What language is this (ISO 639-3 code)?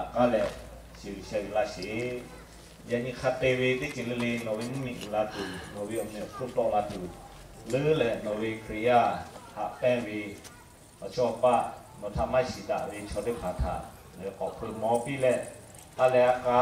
lhu